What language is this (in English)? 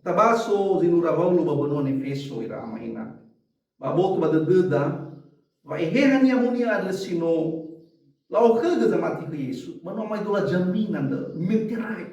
Nias